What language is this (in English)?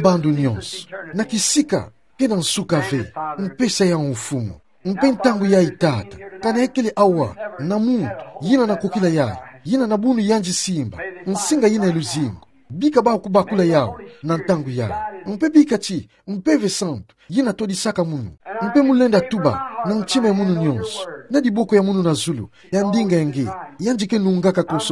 Kituba (Democratic Republic of Congo)